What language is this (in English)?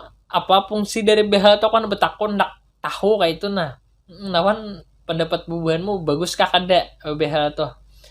Banjar